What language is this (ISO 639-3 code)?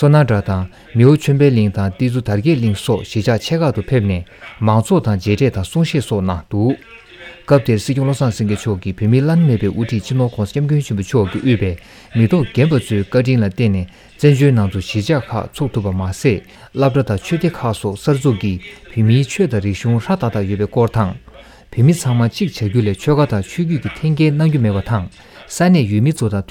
bod